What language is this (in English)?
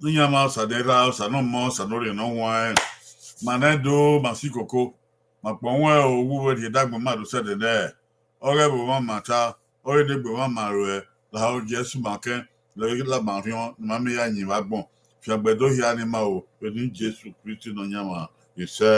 Bini